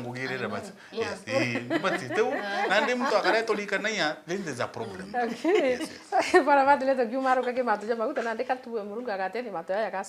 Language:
Meru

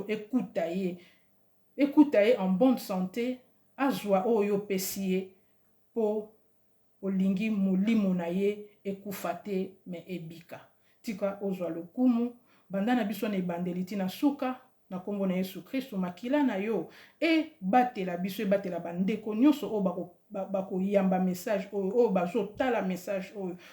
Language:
Lingala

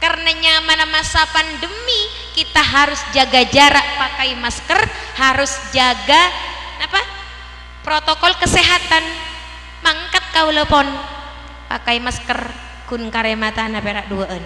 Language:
Madurese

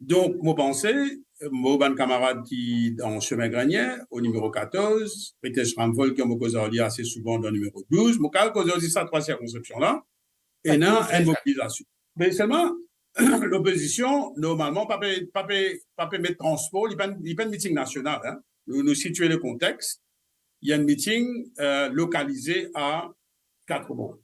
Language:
Morisyen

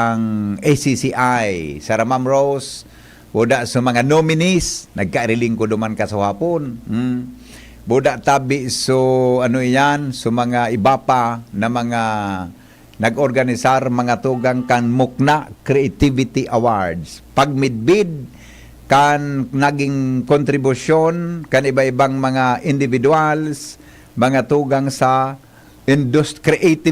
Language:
Bikol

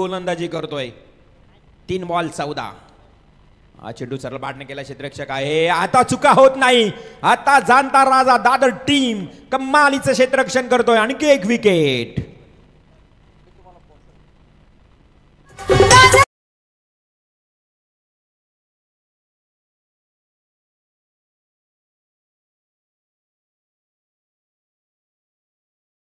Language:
Marathi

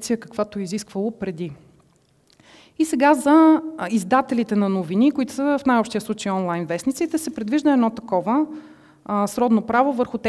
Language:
Bulgarian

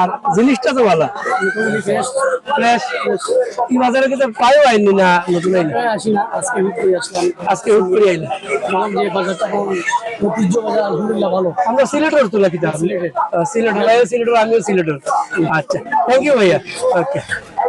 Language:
Sylheti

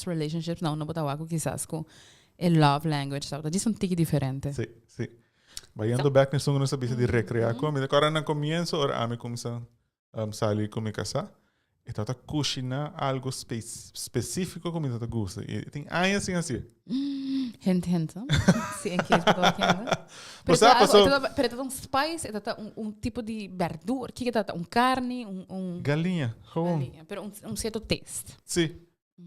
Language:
Papiamento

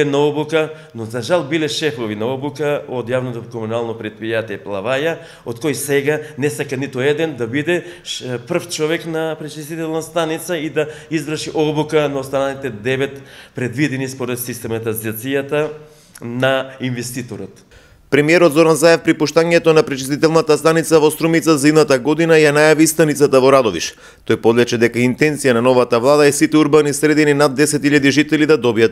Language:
Macedonian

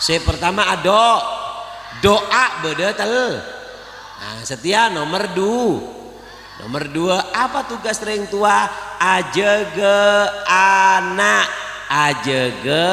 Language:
Madurese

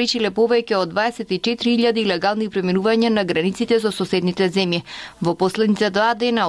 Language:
Macedonian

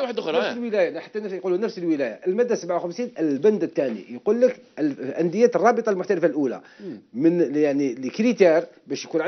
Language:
Algerian Arabic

